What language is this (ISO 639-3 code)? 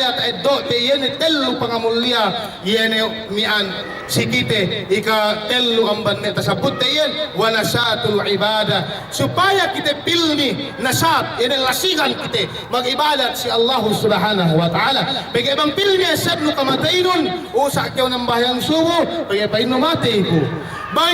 yka